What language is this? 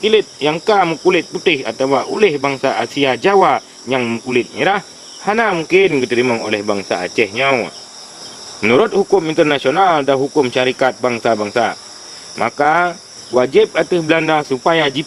Achinese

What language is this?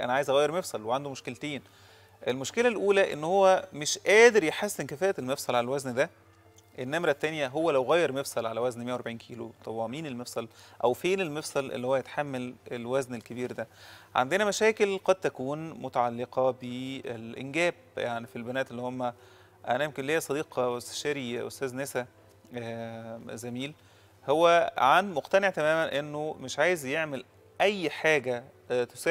Egyptian Arabic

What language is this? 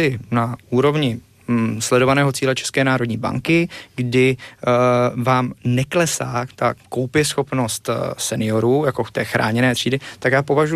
Czech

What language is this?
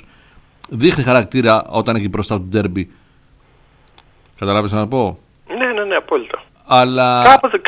Greek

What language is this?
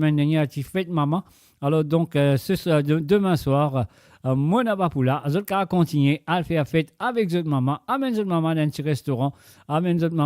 Morisyen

